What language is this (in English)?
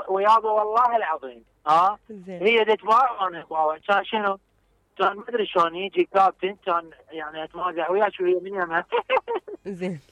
Mesopotamian Arabic